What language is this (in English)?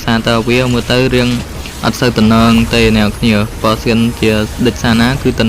Khmer